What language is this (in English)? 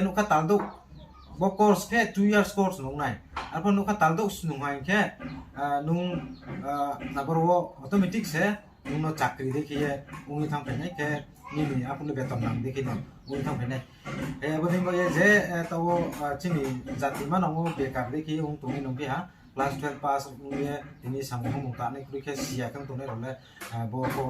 Riang (India)